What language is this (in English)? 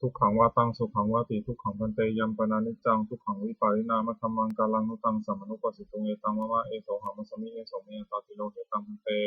Pali